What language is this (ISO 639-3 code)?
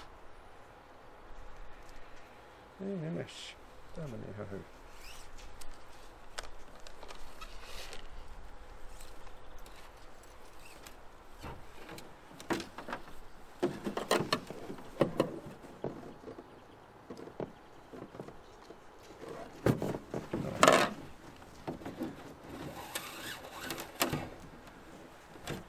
fin